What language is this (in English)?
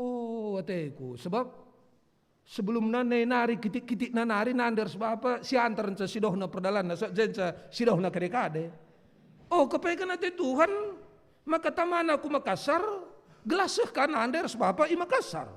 Batak Karo